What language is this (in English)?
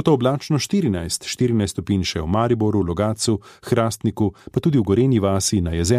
Slovenian